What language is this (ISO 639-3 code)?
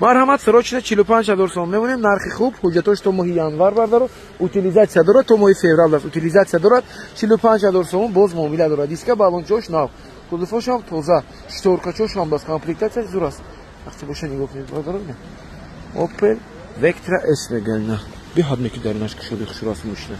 tgk